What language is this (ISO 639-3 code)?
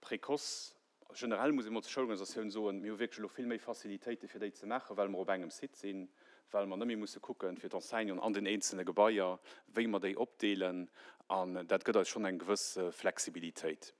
ltz